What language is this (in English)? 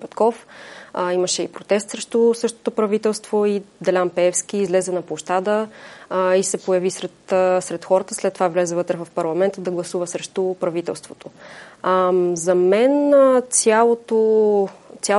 Bulgarian